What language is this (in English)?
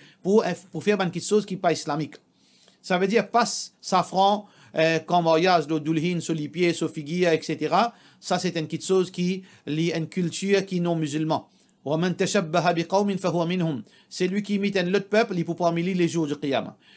Morisyen